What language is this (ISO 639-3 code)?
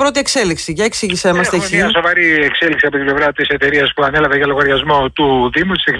ell